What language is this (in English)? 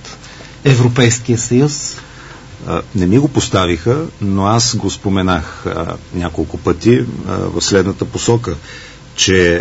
Bulgarian